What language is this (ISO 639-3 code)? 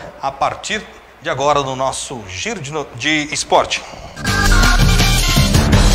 por